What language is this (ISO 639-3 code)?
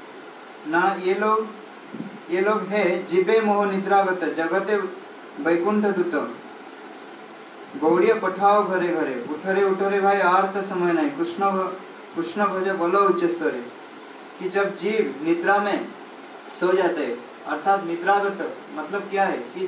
hin